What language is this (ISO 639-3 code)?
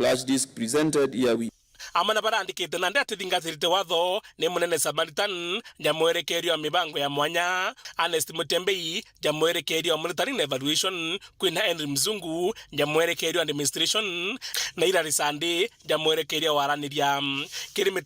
mer